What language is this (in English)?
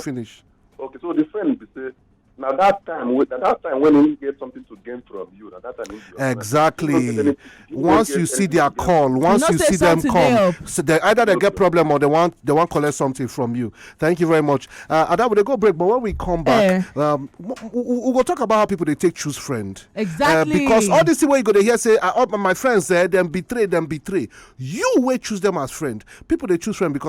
Nigerian Pidgin